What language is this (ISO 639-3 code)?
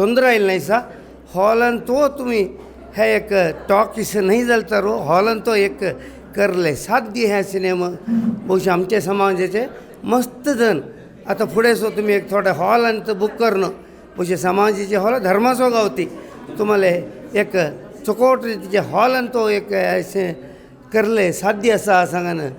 kok